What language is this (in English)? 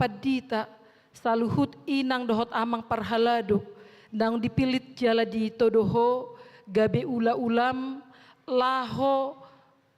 Batak Toba